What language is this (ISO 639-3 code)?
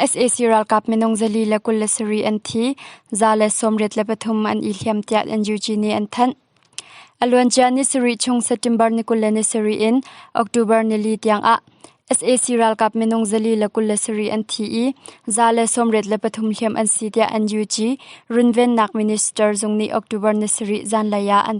cnh